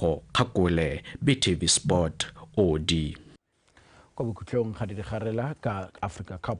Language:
Tswana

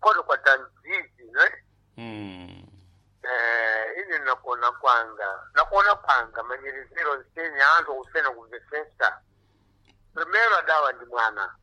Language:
Sena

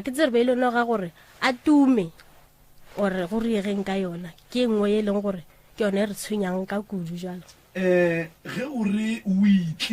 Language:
Northern Sotho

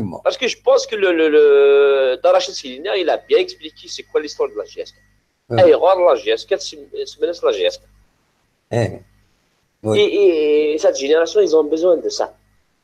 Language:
Kabyle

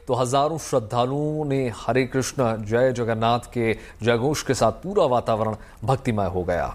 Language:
Hindi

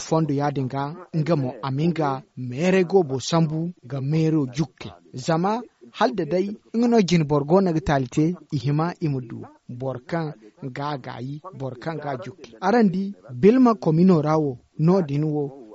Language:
Zarma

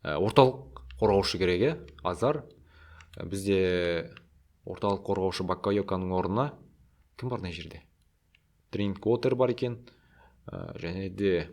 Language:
Kazakh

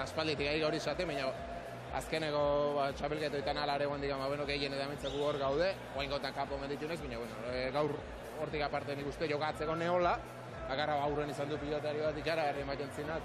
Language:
Basque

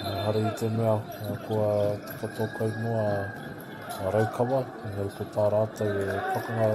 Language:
Māori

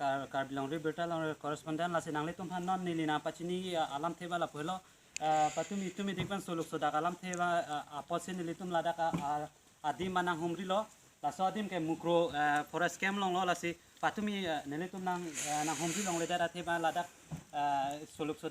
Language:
Karbi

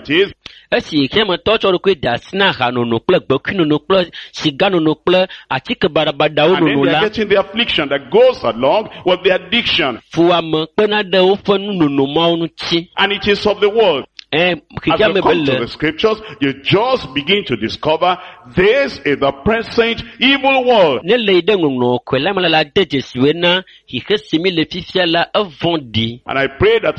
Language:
Ewe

